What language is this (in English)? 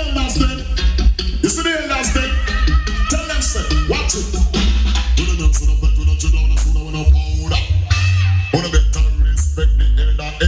Jamaican Creole English